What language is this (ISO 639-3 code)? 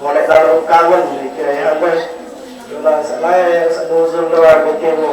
sas